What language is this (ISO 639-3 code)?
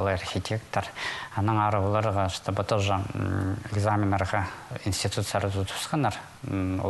kjh